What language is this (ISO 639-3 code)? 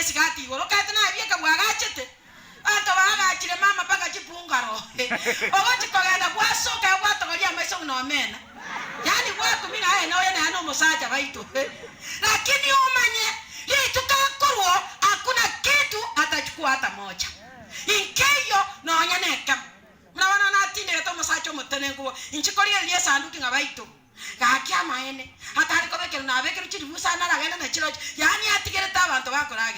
guz